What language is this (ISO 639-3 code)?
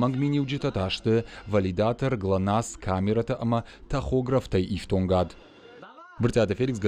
oss